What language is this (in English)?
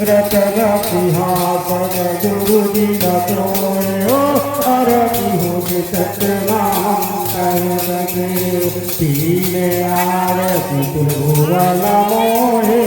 Chhattisgarhi